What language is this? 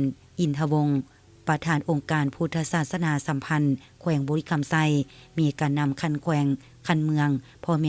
Lao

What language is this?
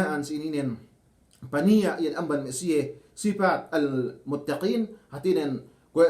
Yakan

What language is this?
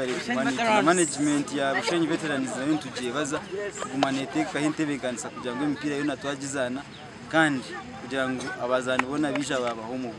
Nyankole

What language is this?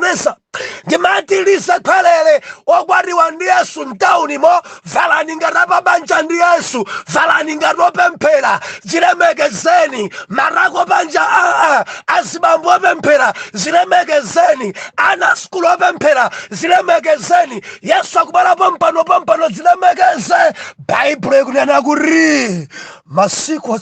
Nyanja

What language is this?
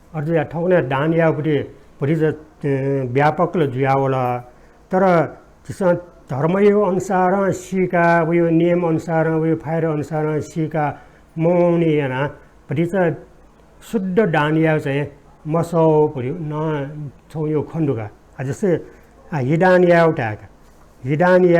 Newari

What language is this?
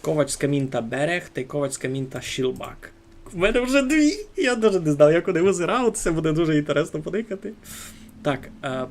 Rusyn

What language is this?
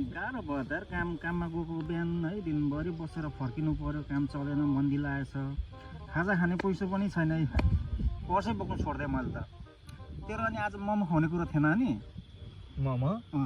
Nepali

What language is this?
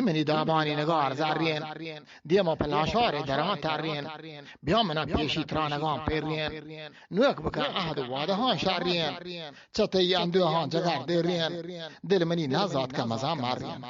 Eastern Balochi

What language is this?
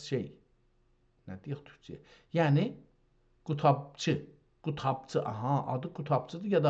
South Azerbaijani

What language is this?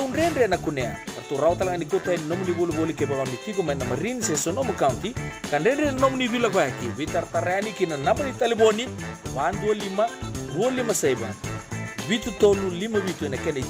Fijian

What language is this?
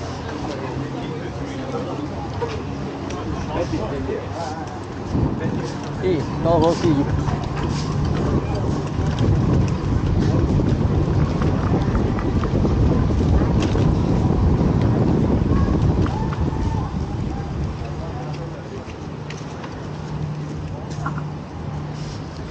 Turkish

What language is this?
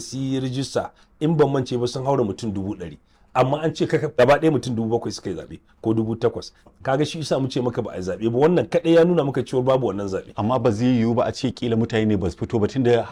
Hausa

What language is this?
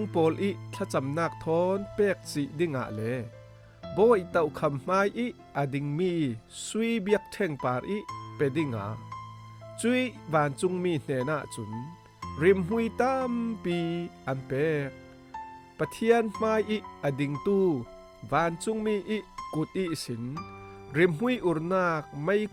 Falam Chin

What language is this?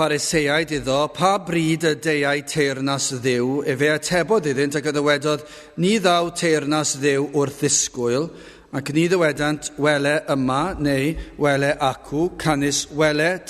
Welsh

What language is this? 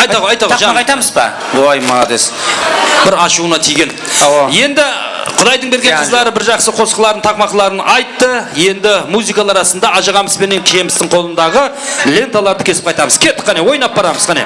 Kara-Kalpak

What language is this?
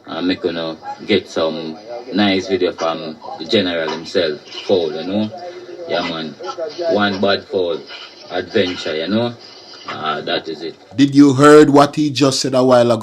Jamaican Creole English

